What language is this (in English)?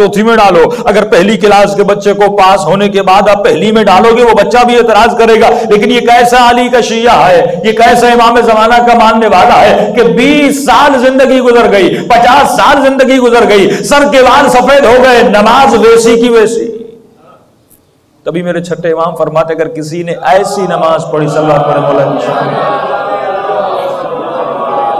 Urdu